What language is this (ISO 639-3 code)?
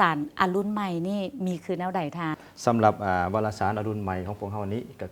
lao